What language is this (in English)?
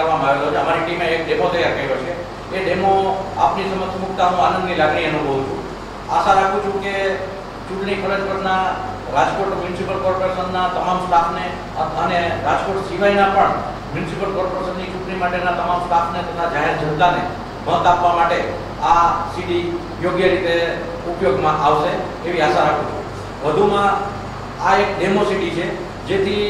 Gujarati